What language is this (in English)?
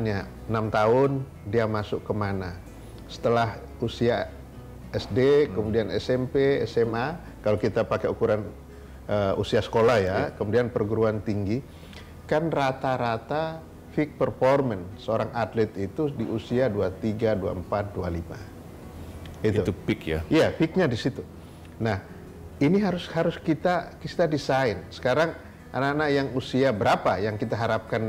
Indonesian